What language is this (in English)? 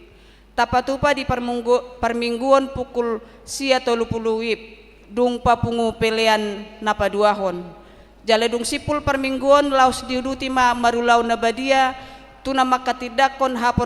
Batak Toba